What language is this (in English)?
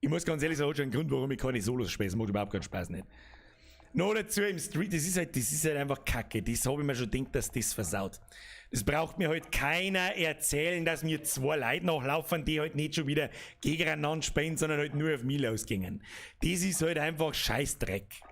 Bavarian